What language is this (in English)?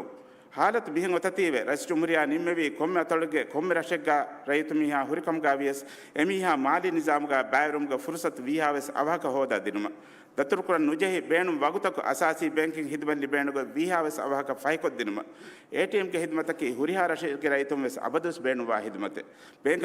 Divehi